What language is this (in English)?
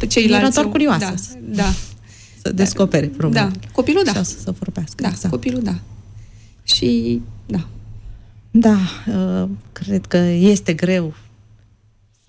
Romanian